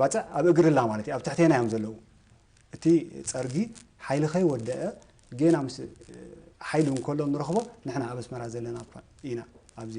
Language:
Tigrinya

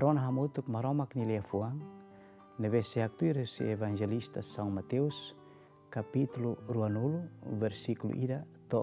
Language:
Tetum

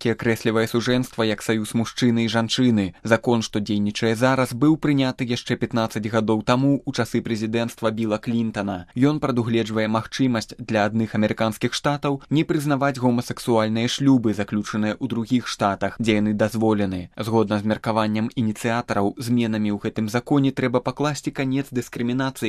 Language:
Belarusian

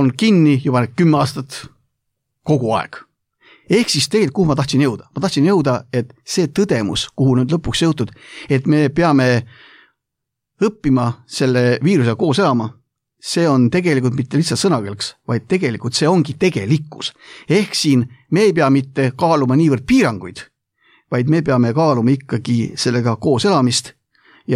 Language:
Estonian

